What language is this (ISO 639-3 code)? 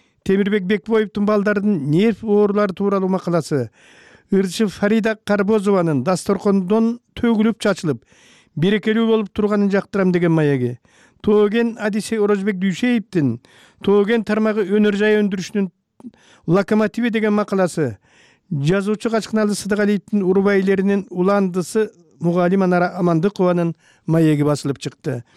kir